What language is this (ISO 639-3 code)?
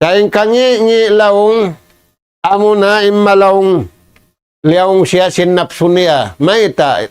tsg